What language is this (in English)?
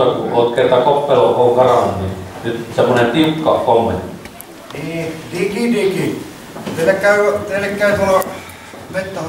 Finnish